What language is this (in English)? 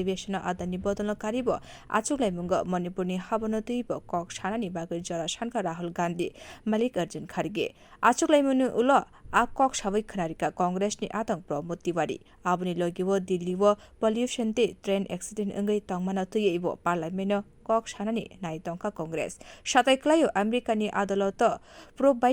Kok Borok